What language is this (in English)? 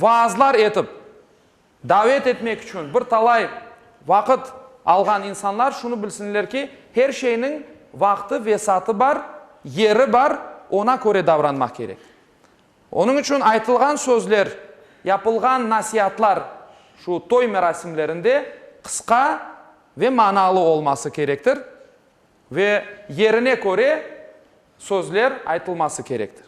Crimean Tatar